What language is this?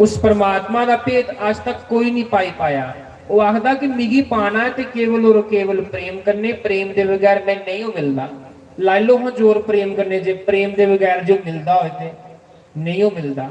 Dogri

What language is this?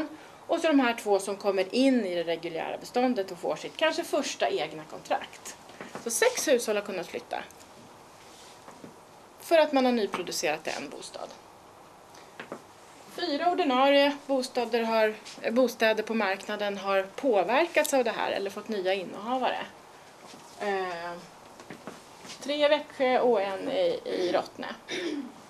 Swedish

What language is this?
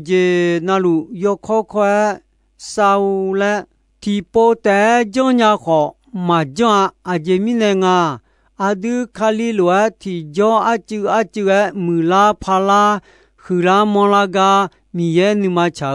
Akha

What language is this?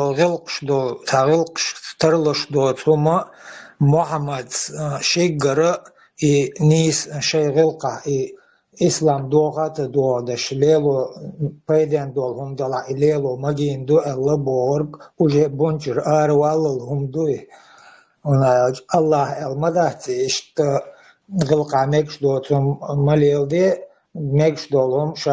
Chechen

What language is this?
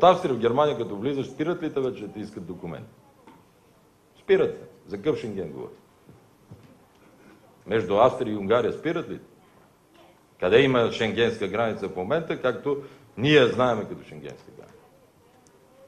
Bulgarian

